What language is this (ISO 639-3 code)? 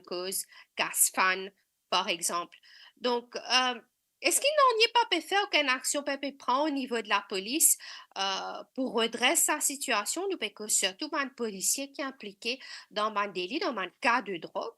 mfe